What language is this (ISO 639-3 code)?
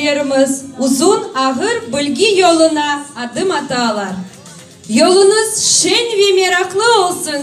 crh